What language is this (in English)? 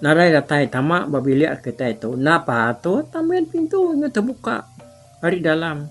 Iban